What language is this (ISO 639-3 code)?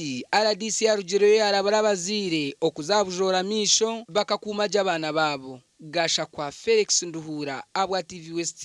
nyn